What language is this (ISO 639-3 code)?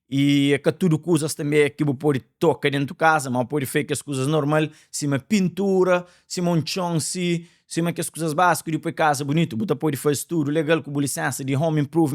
kea